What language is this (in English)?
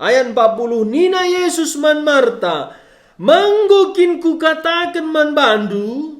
Batak Karo